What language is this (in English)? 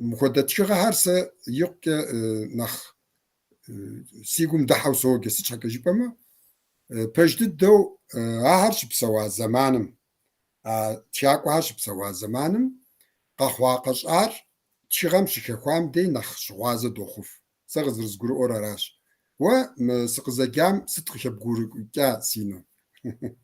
Kabardian